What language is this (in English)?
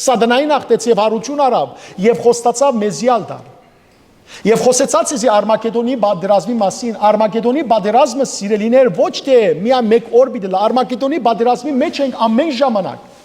Western Armenian